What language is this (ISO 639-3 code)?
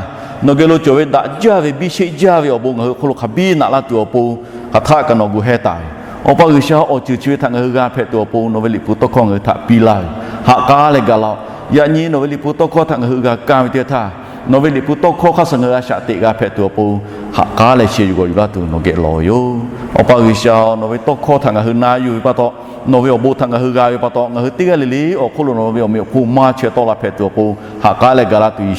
lhu